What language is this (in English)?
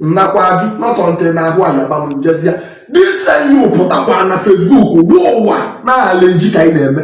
Igbo